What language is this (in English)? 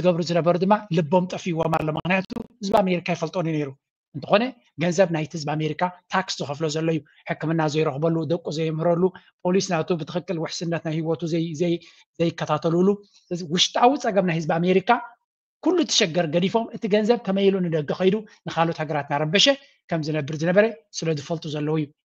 Tigrinya